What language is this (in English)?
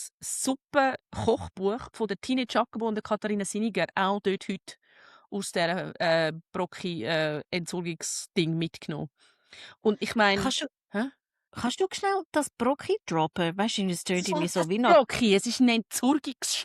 Swiss German